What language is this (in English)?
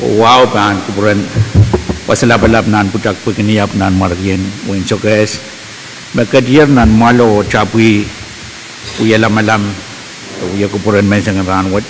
Pohnpeian